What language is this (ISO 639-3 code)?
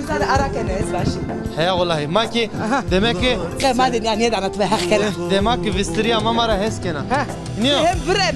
zza